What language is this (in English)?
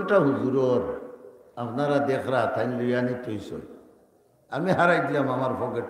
Sylheti